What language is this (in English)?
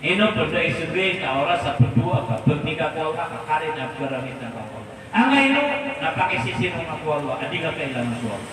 Maranao